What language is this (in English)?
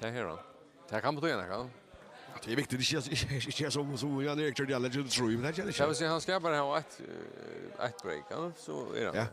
Faroese